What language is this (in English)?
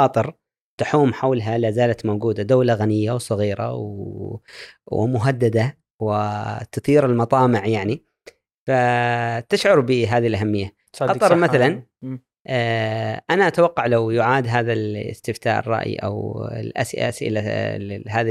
Gulf Arabic